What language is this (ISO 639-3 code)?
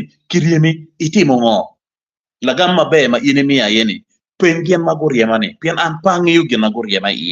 ach